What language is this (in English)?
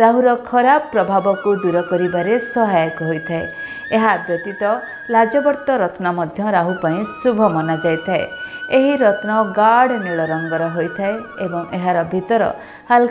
Odia